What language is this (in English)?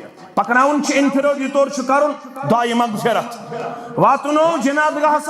Kashmiri